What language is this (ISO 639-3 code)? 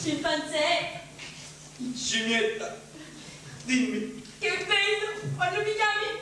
scn